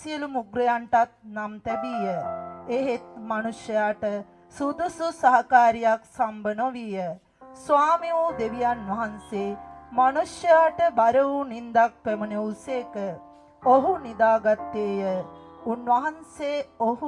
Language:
Sinhala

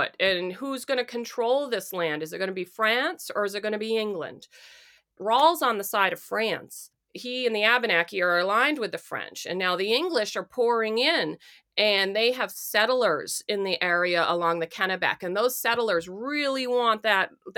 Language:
English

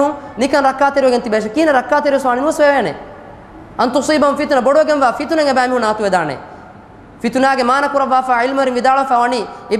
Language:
Divehi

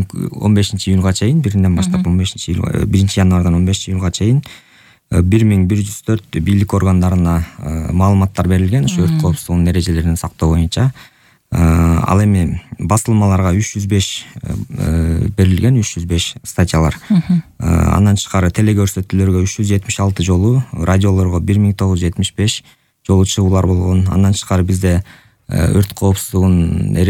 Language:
Kyrgyz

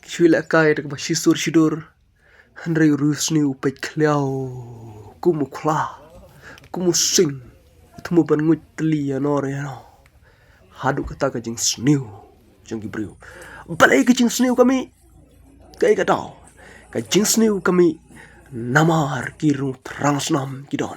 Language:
Khasi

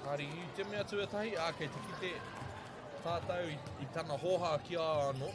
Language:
Māori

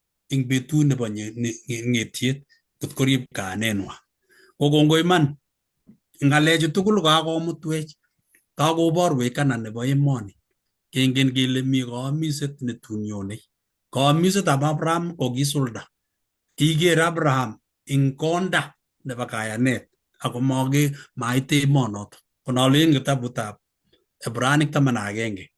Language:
Kalenjin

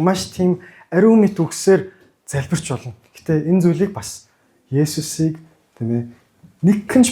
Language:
Mongolian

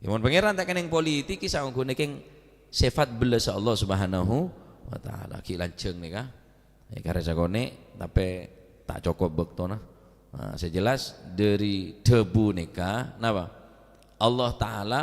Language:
Madurese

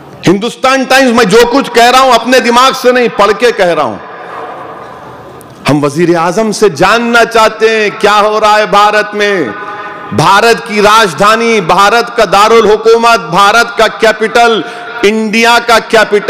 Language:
Hindi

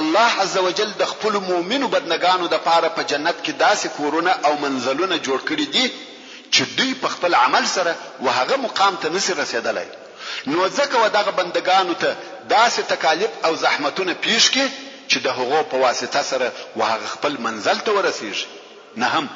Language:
Pashto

